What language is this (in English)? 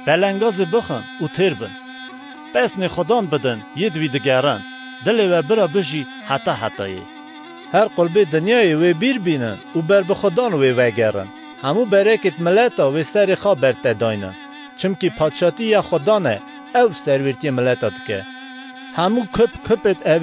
Kurdish